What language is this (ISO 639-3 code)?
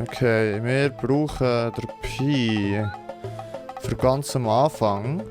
gsw